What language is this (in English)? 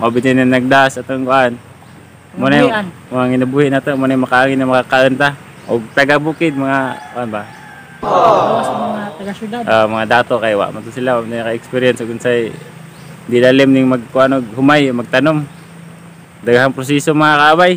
Cebuano